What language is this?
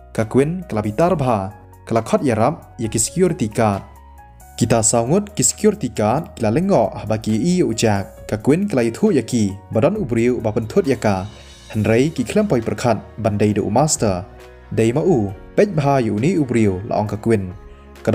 Khasi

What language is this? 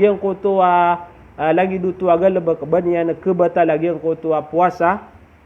Maranao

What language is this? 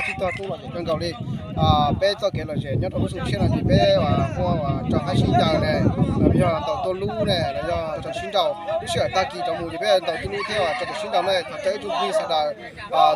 Hmong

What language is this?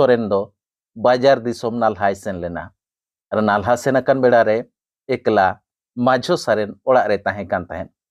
Santali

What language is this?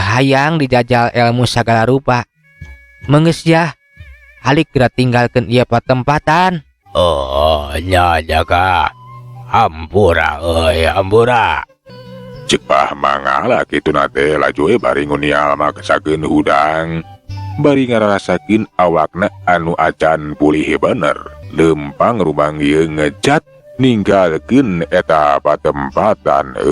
Sundanese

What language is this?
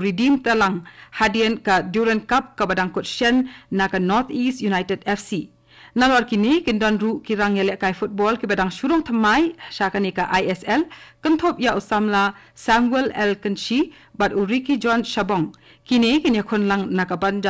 Khasi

